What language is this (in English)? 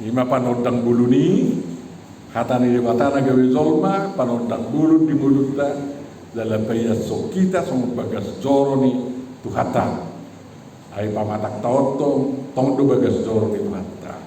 Batak Toba